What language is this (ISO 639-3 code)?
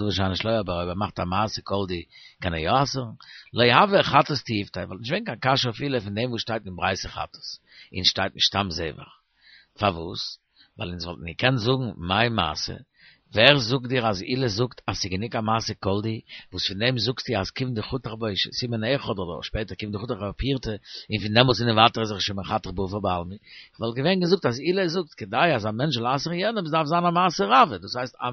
yid